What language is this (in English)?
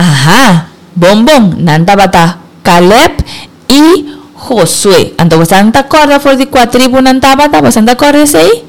Papiamento